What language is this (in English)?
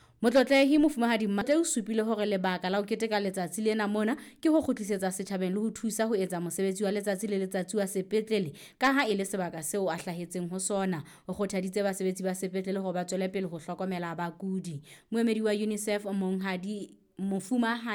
Southern Sotho